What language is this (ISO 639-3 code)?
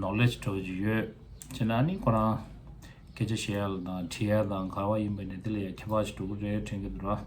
bod